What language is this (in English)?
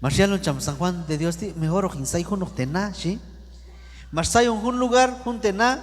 Q'anjob'al